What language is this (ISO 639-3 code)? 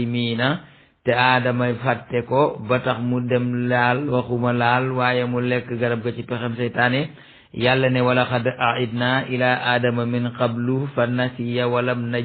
wol